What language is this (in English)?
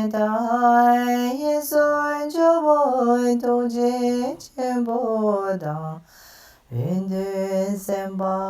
Tibetan